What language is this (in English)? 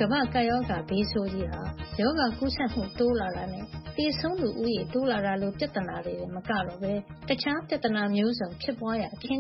Burmese